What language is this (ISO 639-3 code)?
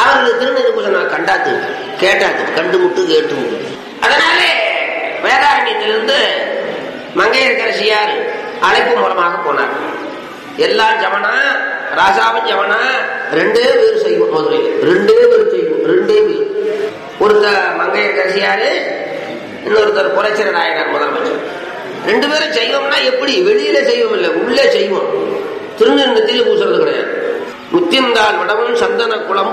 tam